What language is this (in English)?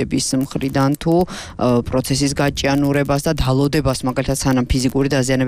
Georgian